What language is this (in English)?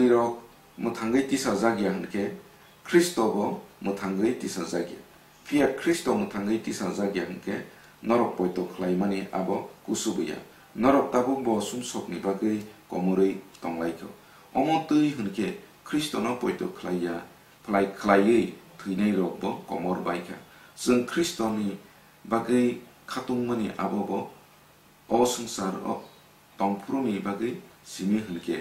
Kok Borok